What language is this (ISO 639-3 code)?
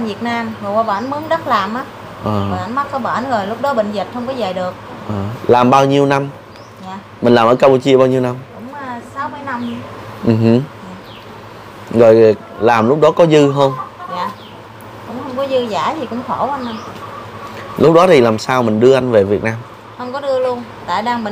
vie